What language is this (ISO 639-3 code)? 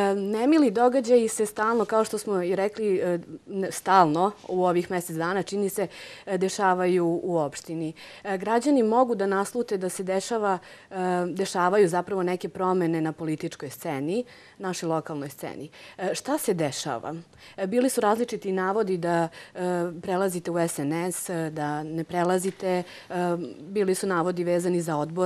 srp